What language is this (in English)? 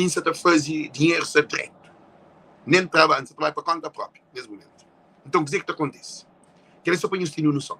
Kabuverdianu